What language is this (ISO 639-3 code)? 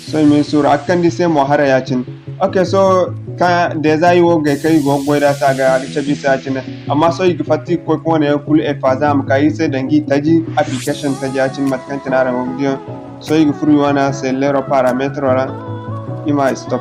dje